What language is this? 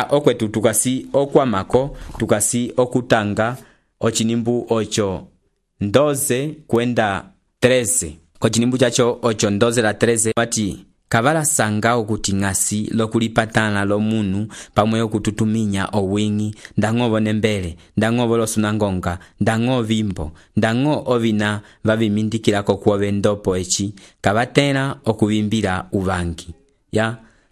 Umbundu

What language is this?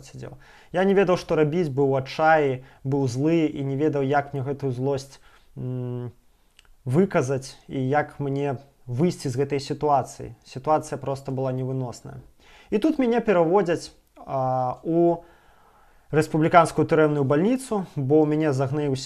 Belarusian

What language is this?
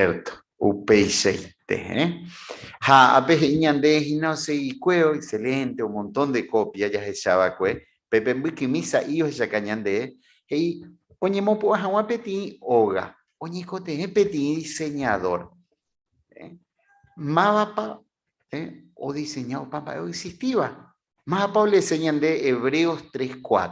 Guarani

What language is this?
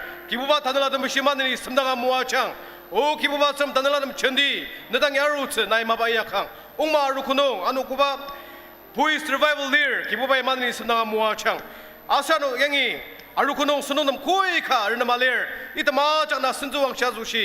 Ao Naga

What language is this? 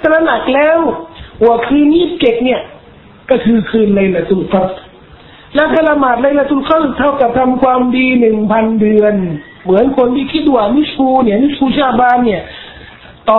Thai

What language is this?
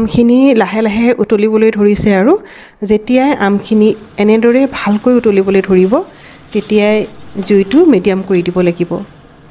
Assamese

